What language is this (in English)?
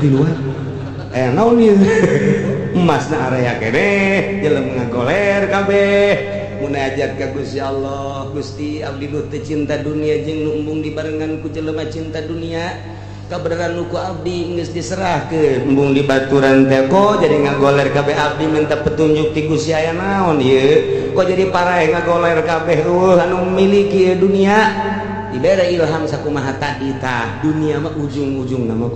Sundanese